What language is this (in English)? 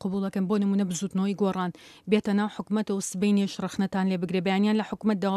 Central Kurdish